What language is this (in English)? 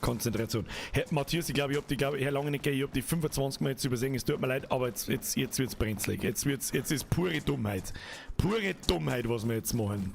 Bavarian